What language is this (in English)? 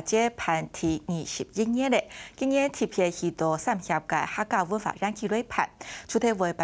Hakka Chinese